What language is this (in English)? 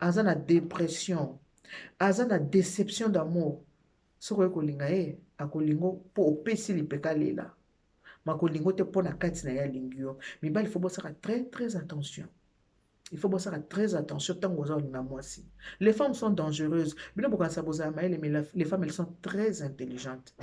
Lingala